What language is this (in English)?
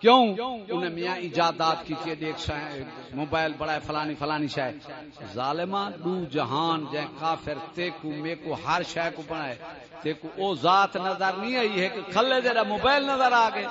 Saraiki